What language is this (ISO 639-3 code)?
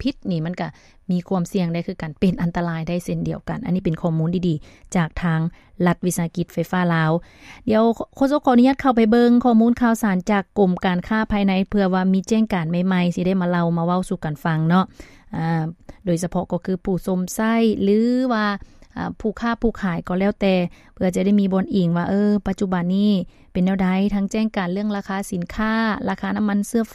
lao